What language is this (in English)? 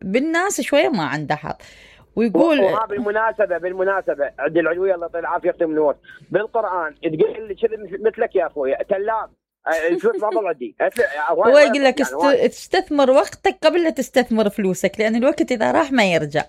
Mesopotamian Arabic